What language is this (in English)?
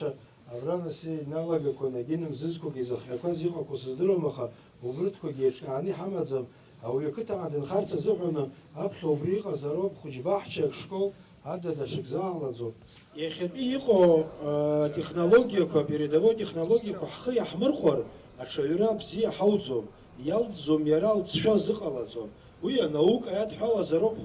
Abkhazian